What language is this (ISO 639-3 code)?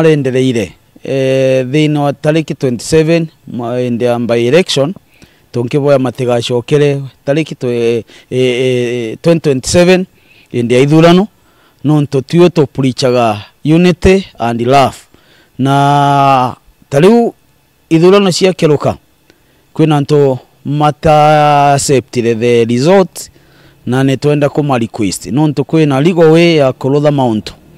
mer